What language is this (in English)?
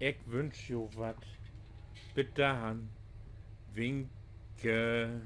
Low German